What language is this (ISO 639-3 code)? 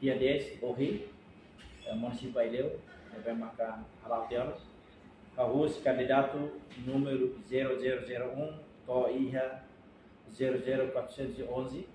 tet